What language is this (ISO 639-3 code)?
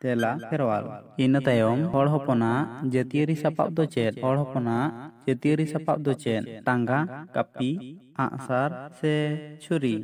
sat